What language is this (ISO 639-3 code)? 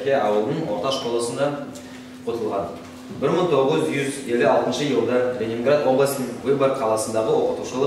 nog